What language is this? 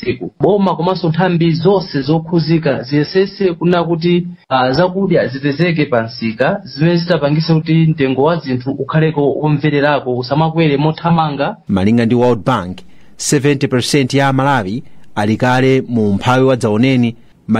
Nyanja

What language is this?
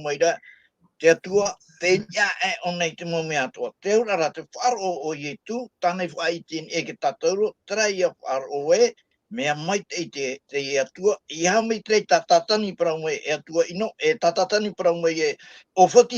Tahitian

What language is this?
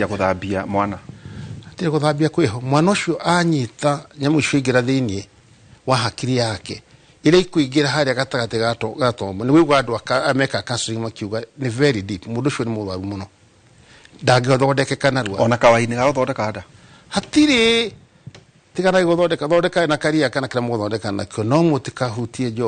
Kikuyu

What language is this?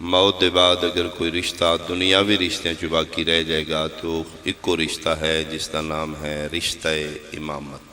Pahari-Potwari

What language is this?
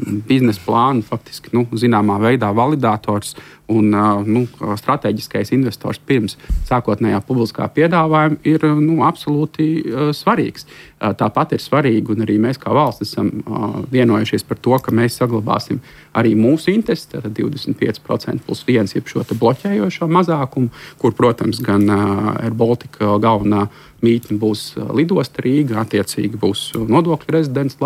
Latvian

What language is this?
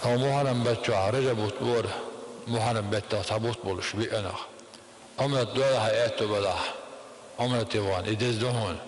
Chechen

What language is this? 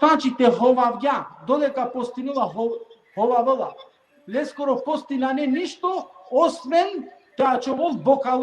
Balkan Romani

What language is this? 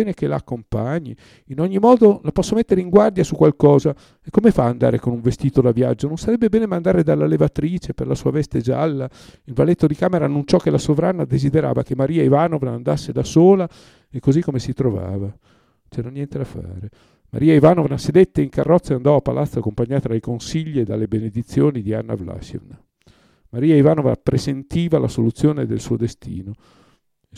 Italian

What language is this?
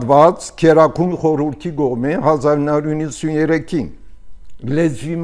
Armenian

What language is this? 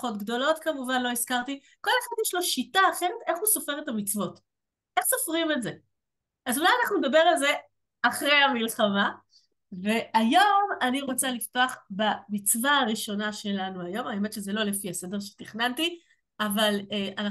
Hebrew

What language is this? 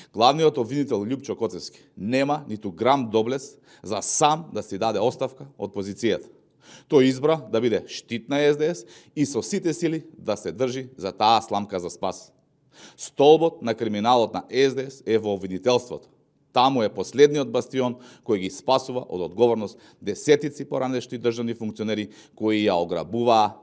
Macedonian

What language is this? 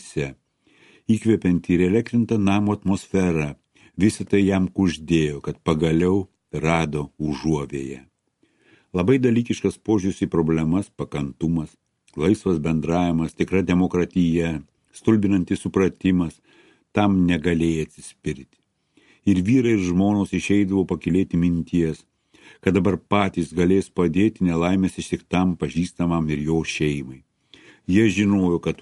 Lithuanian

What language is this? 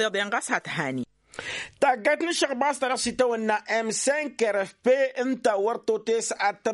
Tamasheq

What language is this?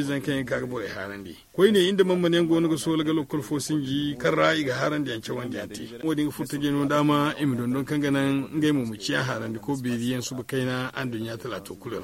Zarma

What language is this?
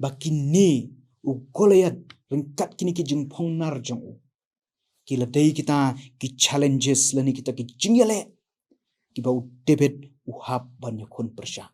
Khasi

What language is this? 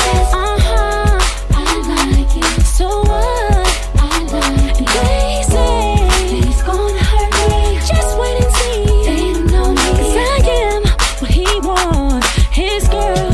English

